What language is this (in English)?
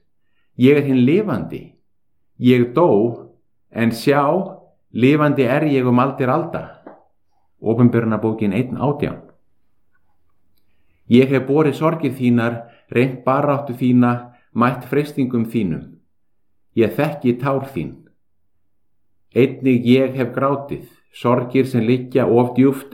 Icelandic